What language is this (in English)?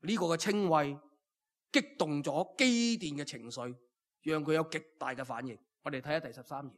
Cantonese